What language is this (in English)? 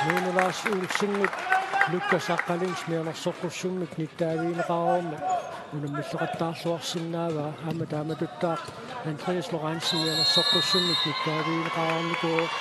Kalaallisut